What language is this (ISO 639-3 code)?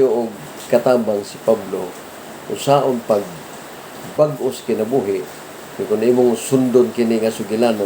ceb